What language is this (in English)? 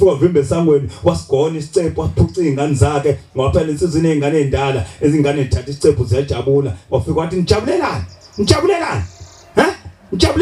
Zulu